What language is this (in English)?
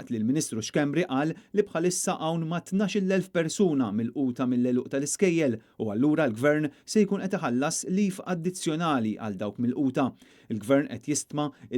Maltese